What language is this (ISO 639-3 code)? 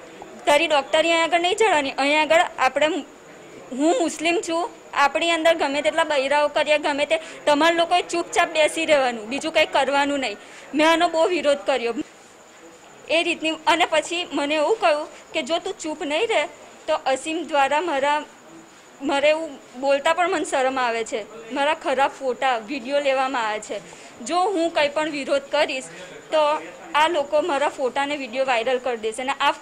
guj